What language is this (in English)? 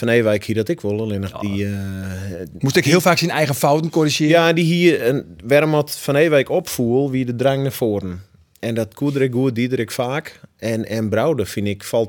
Western Frisian